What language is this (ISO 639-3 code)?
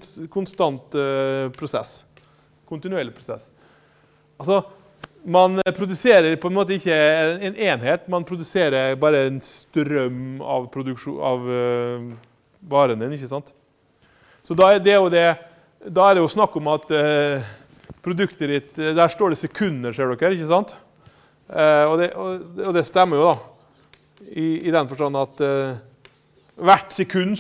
nor